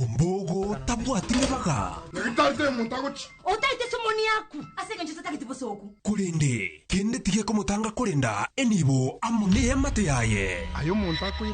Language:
Luo (Kenya and Tanzania)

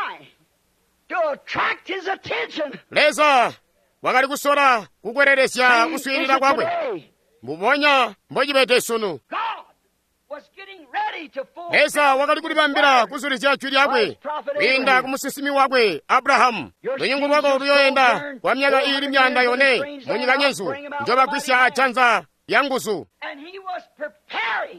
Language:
Tonga (Zambia)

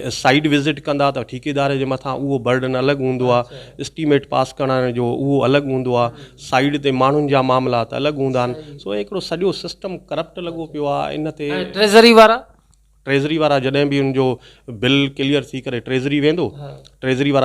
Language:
Sindhi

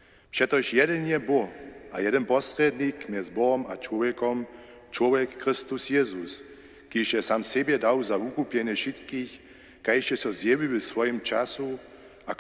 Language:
Upper Sorbian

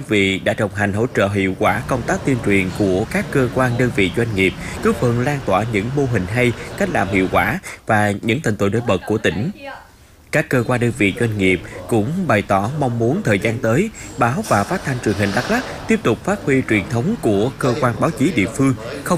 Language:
Vietnamese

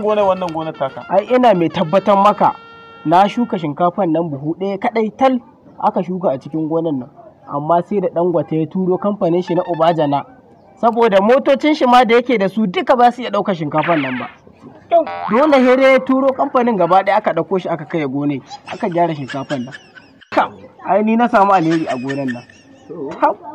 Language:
Hausa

